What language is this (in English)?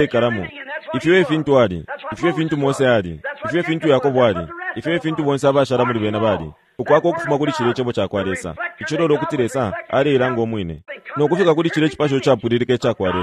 Bemba